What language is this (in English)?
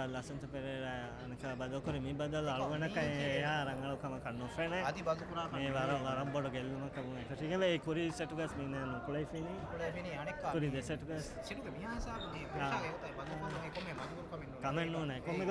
Divehi